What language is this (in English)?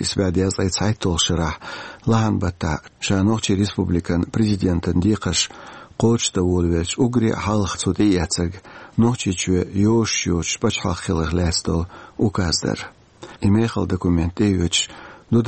Chechen